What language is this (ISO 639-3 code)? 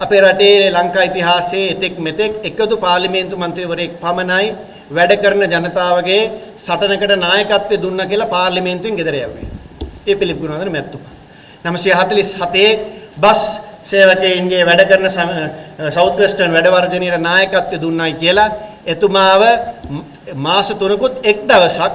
sin